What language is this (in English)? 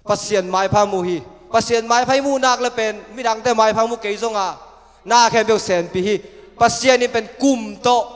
Tedim Chin